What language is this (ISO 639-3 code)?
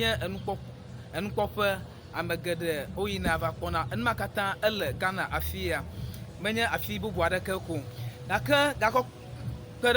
ewe